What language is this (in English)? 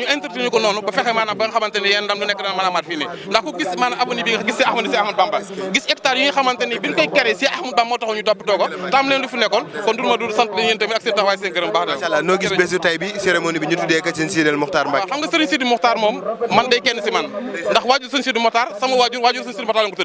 Wolof